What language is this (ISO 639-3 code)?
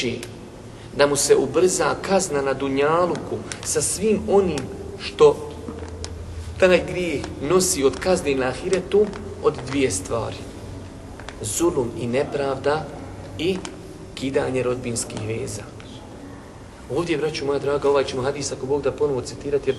bos